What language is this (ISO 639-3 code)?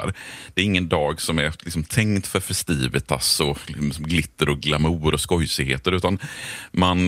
swe